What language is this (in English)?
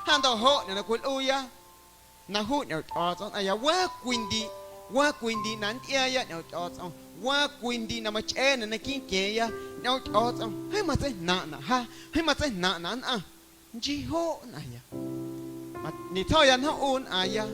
Guerrero Amuzgo